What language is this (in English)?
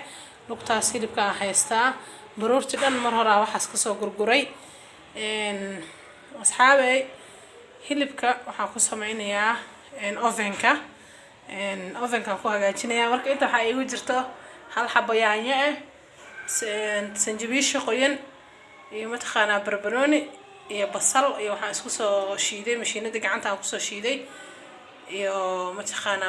Somali